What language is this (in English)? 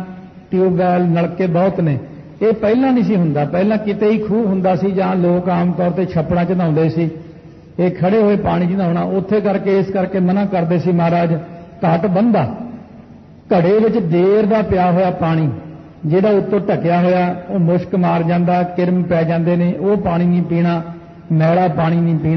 Punjabi